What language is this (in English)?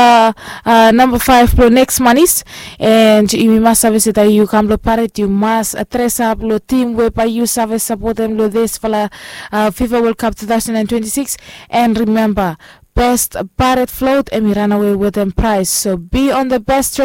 Bislama